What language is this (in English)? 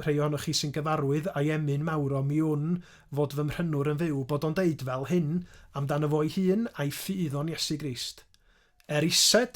Welsh